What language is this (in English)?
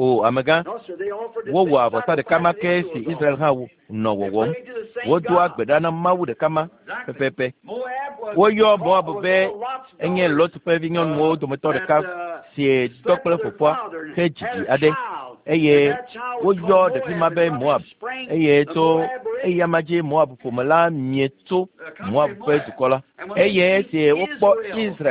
Ewe